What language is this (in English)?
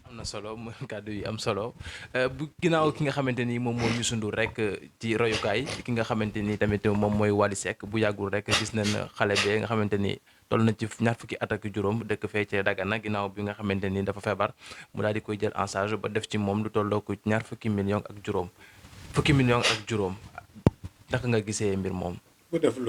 Wolof